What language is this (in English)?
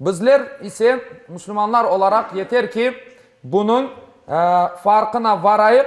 Crimean Tatar